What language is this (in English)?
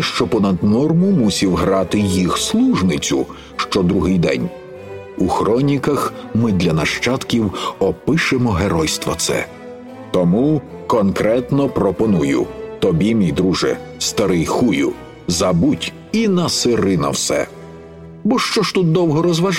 Ukrainian